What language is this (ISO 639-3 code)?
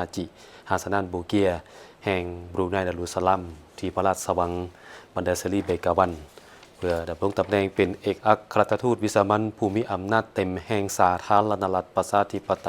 lao